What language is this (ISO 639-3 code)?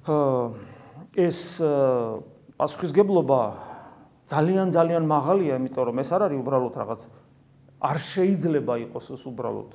kat